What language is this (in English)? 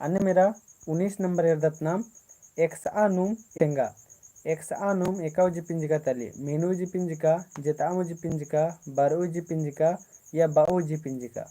Kurukh